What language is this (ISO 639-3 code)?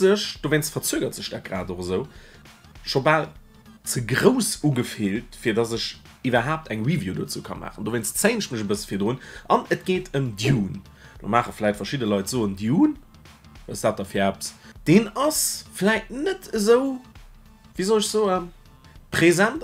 ltz